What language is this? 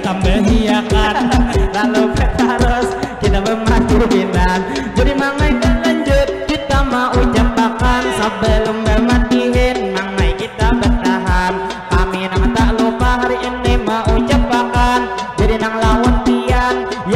Banjar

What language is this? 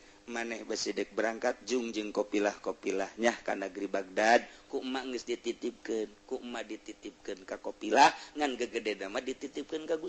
Sundanese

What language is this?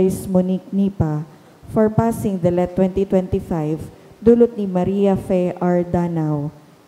Bikol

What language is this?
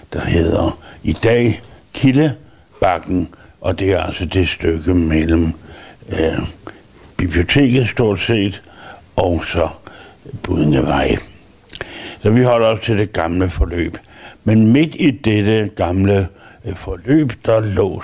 Danish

